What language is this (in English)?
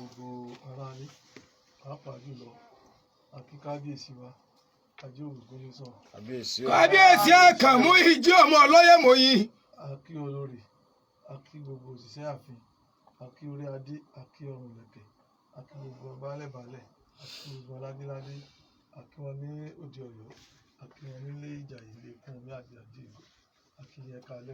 Yoruba